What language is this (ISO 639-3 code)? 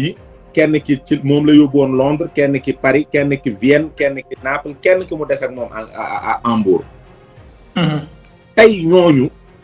wol